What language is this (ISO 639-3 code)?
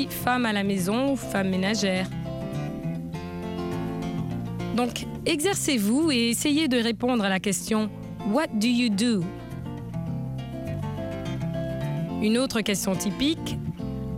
fra